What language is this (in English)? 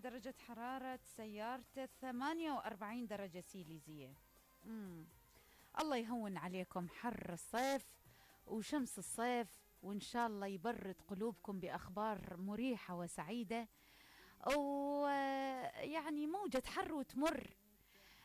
Mesopotamian Arabic